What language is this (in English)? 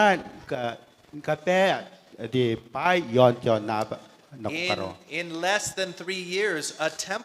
Gilbertese